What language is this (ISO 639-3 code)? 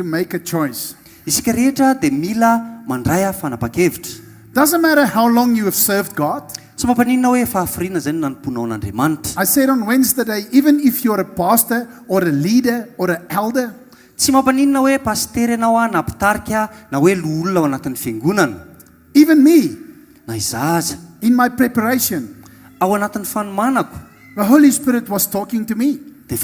mlg